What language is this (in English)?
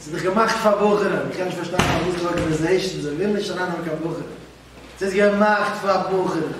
Yiddish